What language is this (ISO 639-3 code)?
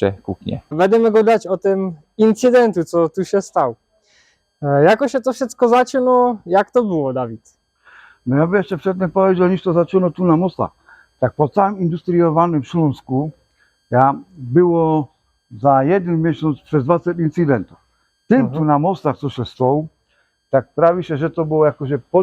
szl